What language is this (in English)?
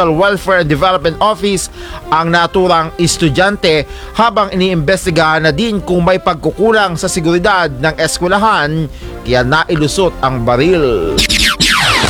Filipino